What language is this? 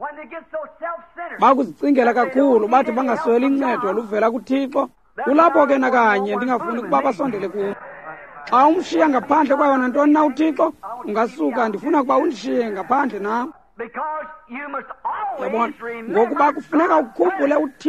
Xhosa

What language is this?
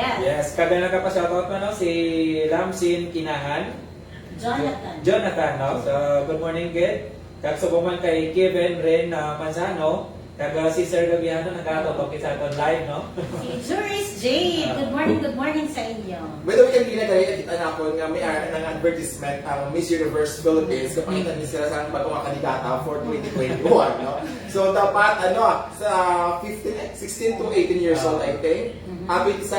Hiligaynon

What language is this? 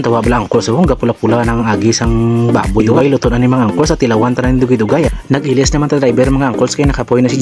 Hiligaynon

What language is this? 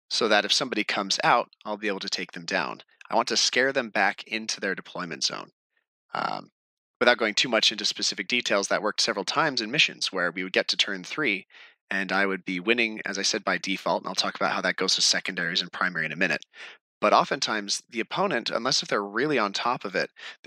English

